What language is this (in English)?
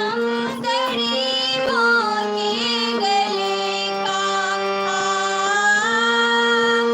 Maithili